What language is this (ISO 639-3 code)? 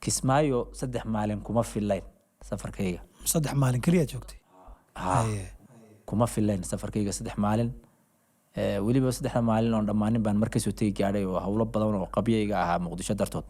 som